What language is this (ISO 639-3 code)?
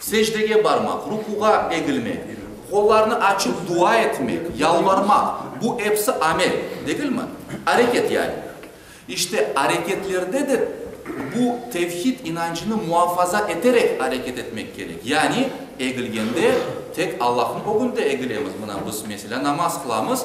crh